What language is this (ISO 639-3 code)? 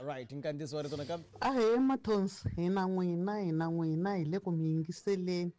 tso